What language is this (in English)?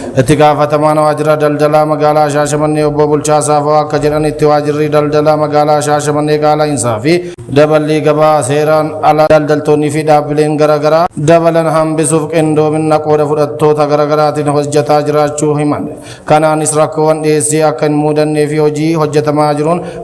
Oromo